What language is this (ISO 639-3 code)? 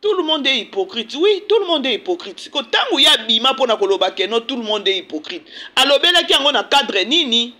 lin